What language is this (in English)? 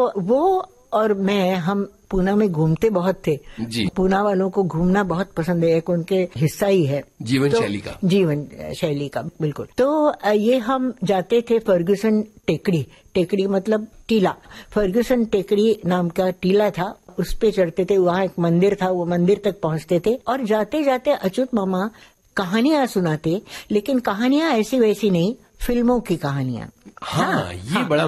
Hindi